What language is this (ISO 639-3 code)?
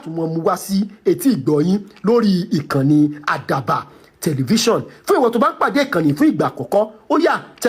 yor